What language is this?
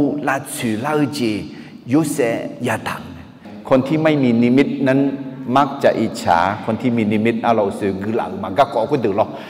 Akha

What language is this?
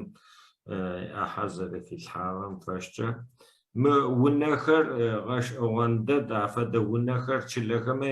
Adyghe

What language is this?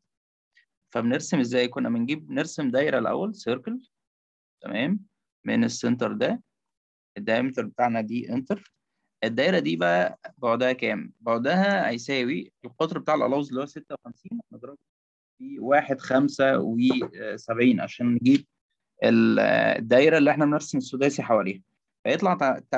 Egyptian Arabic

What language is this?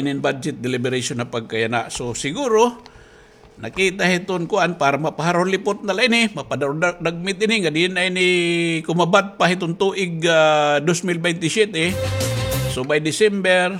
Waray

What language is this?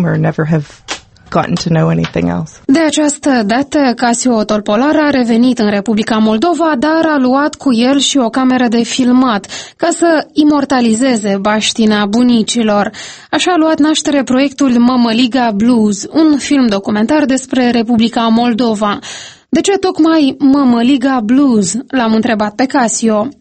Romanian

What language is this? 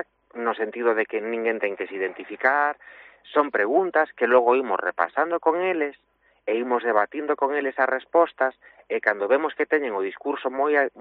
Galician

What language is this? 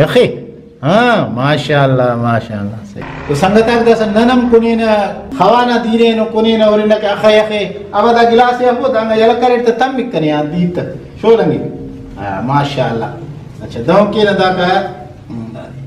Brahui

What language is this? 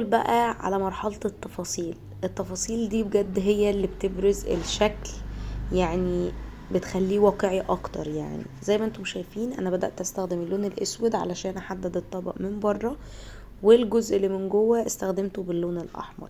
Egyptian Arabic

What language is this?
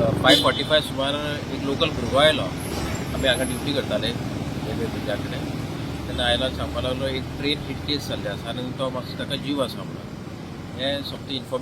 Konkani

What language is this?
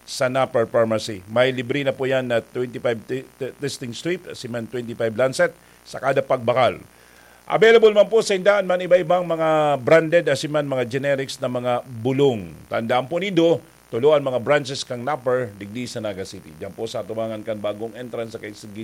Bikol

